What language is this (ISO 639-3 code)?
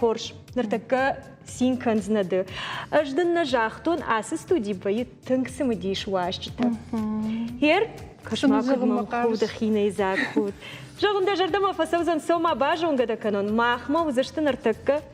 oss